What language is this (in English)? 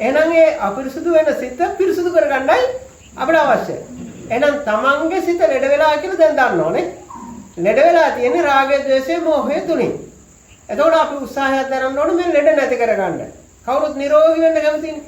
Sinhala